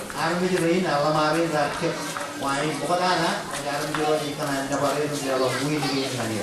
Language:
Marshallese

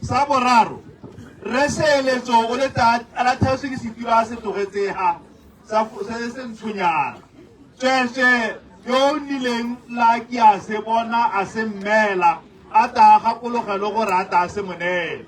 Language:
Tswana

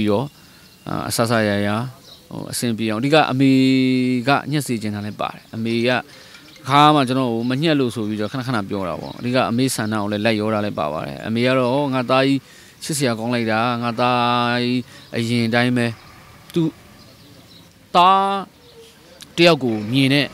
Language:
Burmese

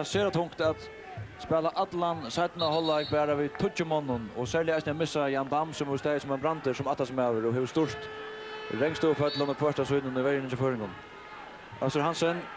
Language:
Faroese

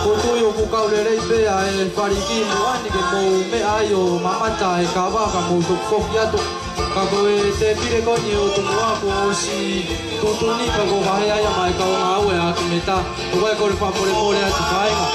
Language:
Tongan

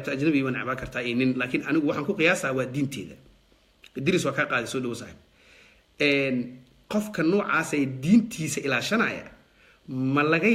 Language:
Somali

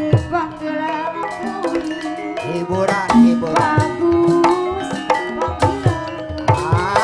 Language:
Betawi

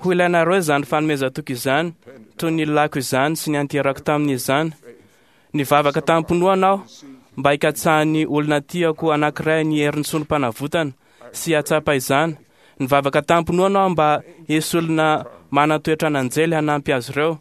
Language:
Malagasy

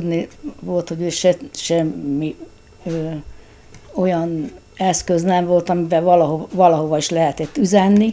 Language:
Hungarian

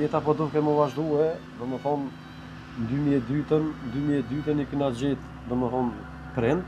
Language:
Albanian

